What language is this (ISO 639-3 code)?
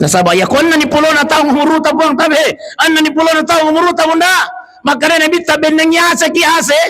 bug